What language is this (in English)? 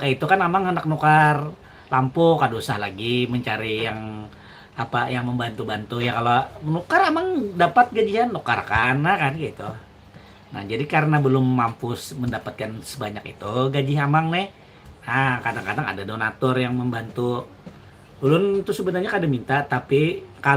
Banjar